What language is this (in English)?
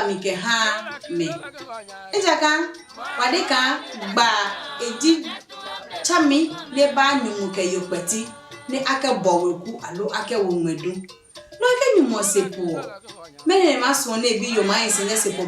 Adangme